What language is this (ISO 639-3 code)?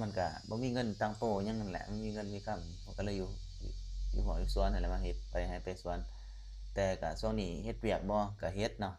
lao